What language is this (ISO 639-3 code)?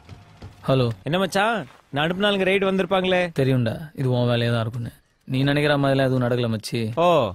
tam